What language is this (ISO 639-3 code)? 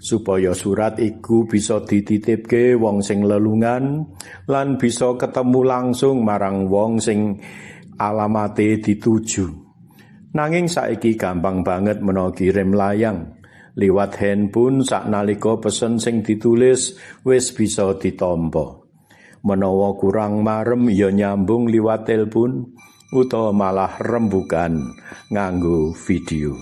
jav